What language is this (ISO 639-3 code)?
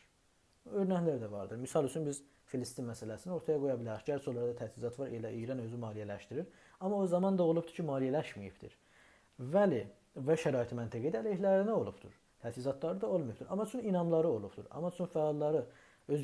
azb